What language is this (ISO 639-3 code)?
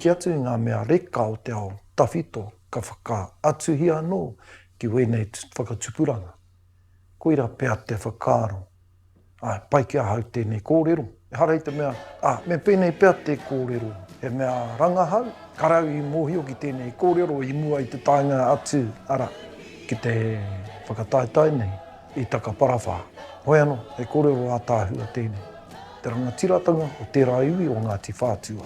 mri